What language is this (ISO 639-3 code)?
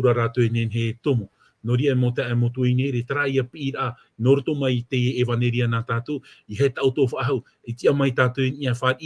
tah